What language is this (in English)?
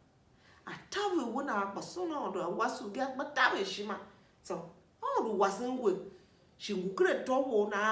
Tiv